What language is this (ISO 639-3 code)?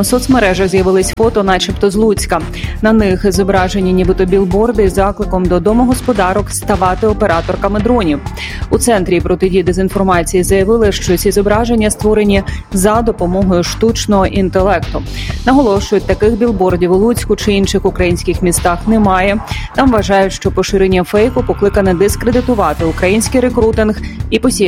ukr